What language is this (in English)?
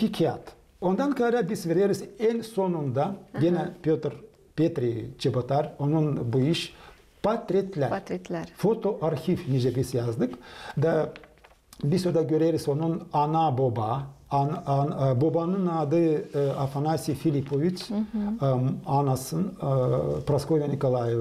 Gagauz